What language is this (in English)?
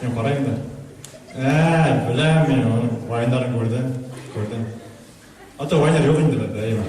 Bashkir